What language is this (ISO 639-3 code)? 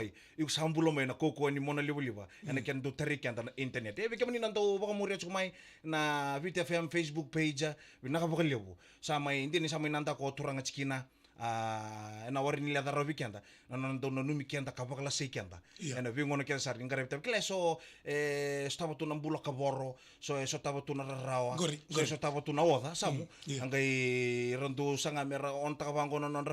fij